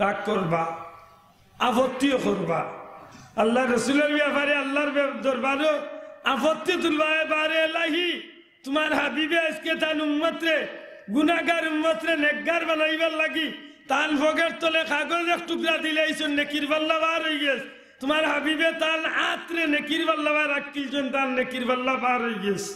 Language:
Sylheti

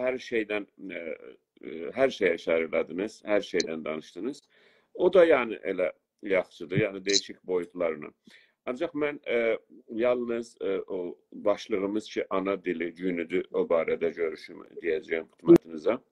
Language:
South Azerbaijani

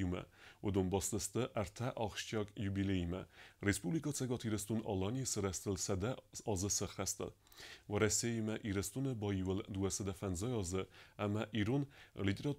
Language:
Ossetic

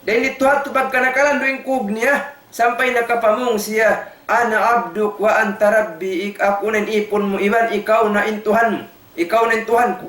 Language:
Tausug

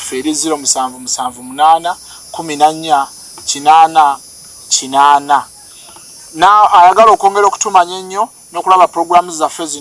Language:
Ganda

